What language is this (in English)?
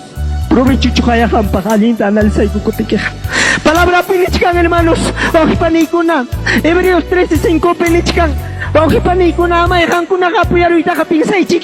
Ayacucho Quechua